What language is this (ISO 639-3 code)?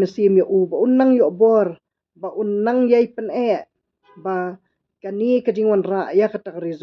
kha